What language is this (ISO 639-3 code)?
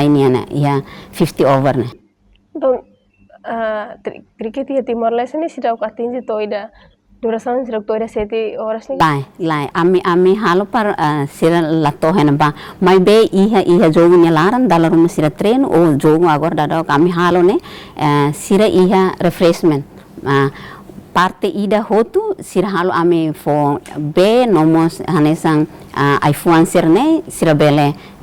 tet